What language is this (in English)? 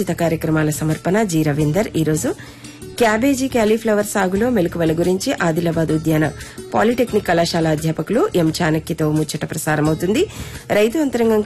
Telugu